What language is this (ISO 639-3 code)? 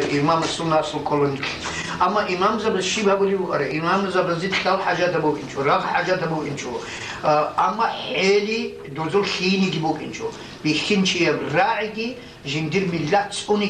ava